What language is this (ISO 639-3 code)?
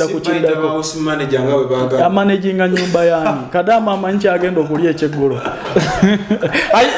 lug